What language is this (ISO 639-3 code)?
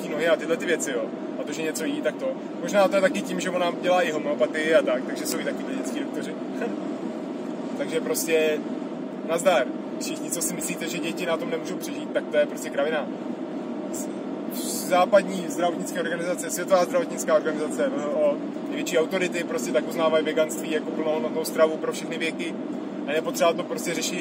ces